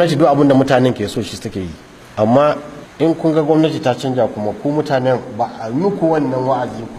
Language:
Hausa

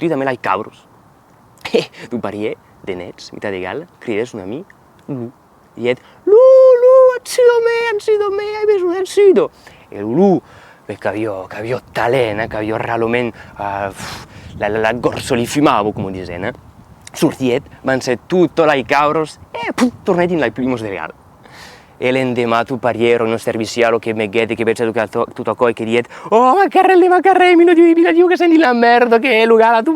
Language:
Occitan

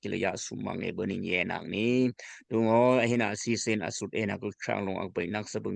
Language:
Daai Chin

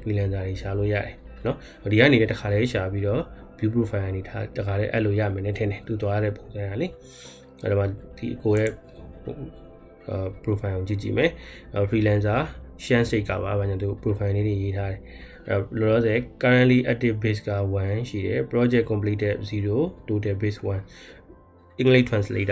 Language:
Burmese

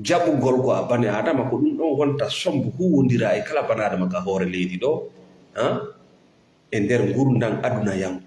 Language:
Fula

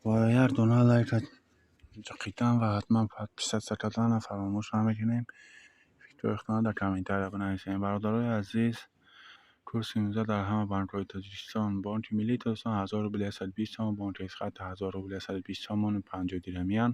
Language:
Tajik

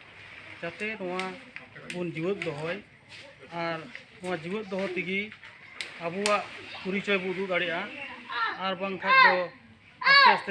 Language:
Santali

